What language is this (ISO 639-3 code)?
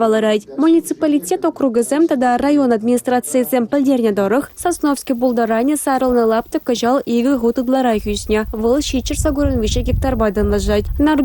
chv